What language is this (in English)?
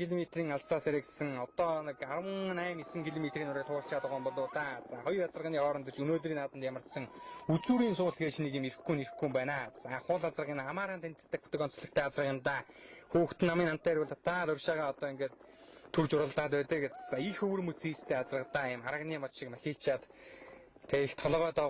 Mongolian